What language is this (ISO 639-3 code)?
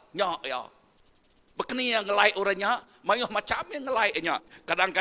iba